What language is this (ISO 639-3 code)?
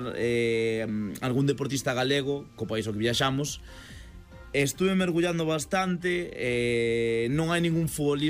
glg